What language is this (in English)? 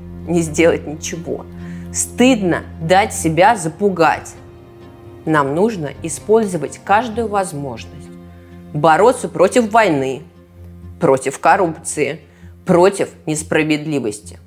Russian